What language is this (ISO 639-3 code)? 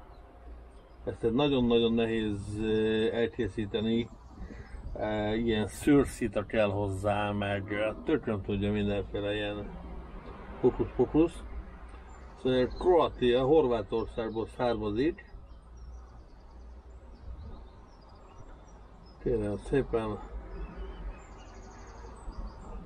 hun